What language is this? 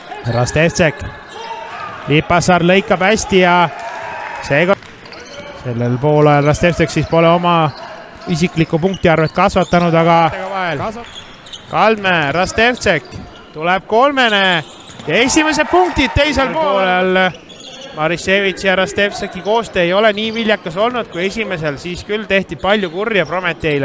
Estonian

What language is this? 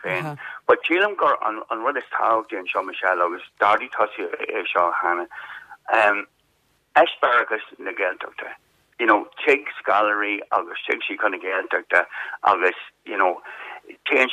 Irish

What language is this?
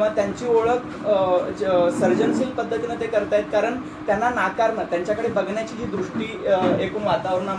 Marathi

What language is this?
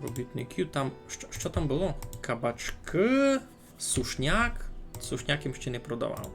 Rusyn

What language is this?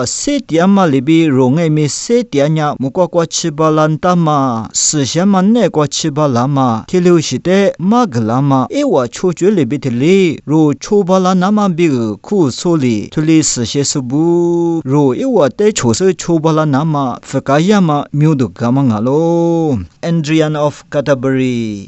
Lisu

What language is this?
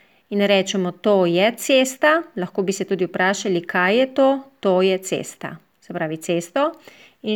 Slovenian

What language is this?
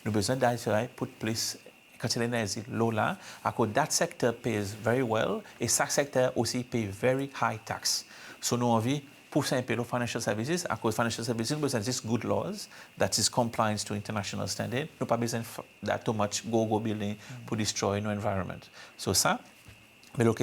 Seselwa Creole French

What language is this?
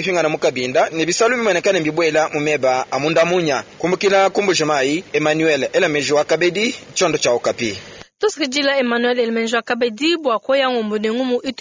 Luba-Lulua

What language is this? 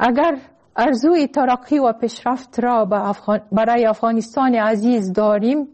Persian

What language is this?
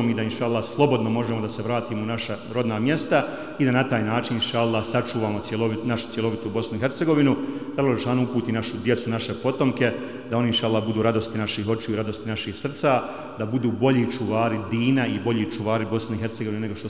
Bosnian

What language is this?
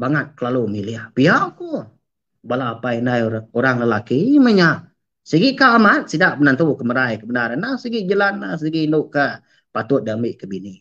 Iban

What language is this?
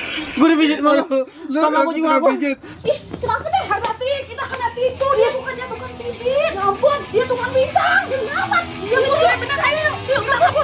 Betawi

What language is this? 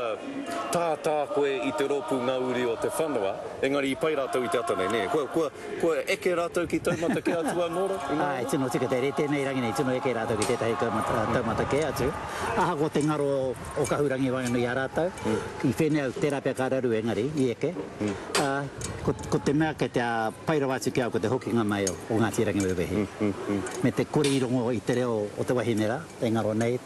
Māori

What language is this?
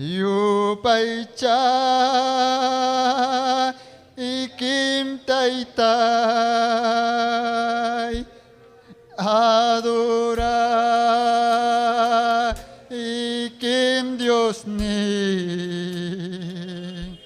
Ayacucho Quechua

